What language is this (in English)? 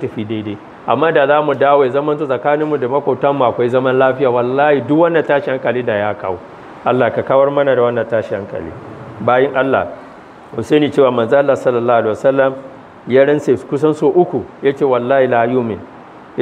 Hausa